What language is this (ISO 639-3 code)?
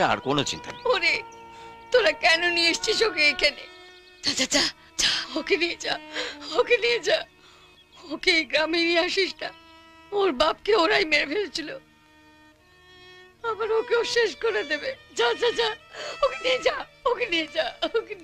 ben